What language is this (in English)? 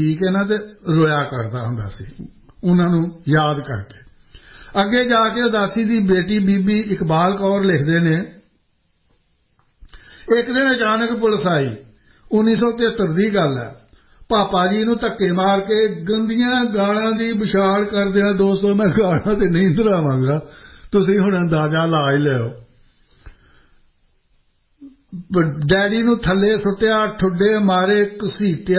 Punjabi